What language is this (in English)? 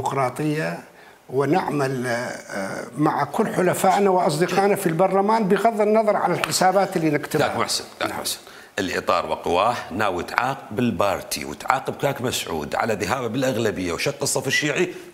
Mesopotamian Arabic